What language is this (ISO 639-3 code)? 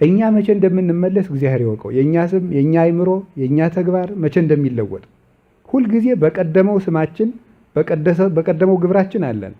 amh